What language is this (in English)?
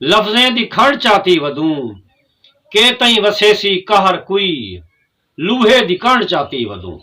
Saraiki